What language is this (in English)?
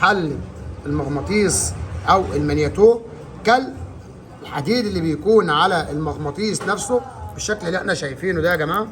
Egyptian Arabic